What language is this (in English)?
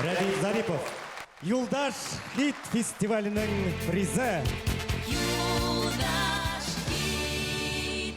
Bashkir